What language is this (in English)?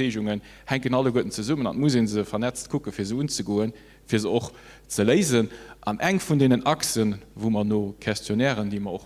Luxembourgish